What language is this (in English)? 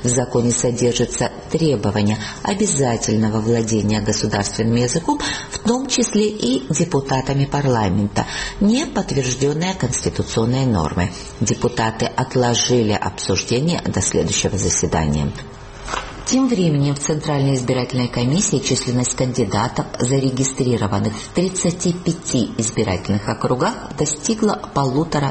Russian